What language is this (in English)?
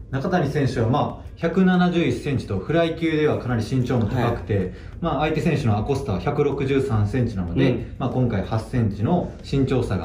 Japanese